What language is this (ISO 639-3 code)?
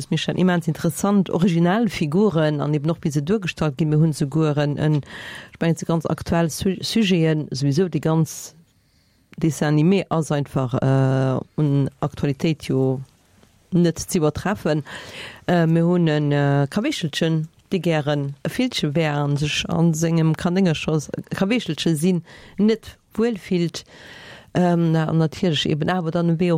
ltz